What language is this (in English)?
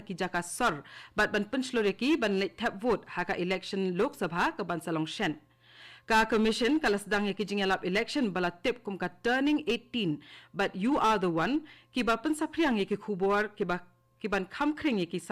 Khasi